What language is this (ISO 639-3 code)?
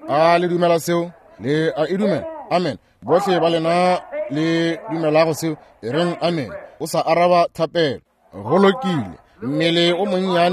nso